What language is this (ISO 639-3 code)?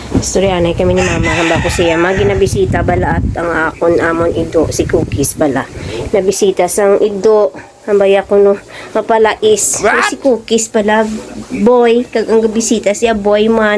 hil